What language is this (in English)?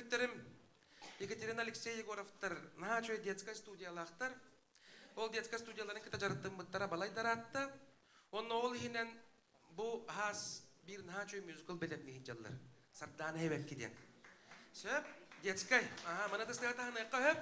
Yakut